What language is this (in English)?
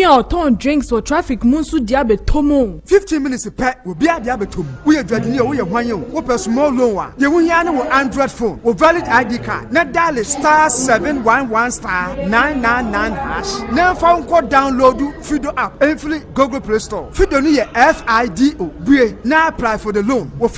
Akan